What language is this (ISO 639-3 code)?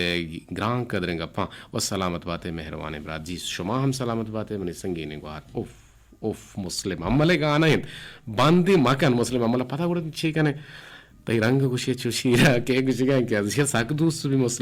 bgp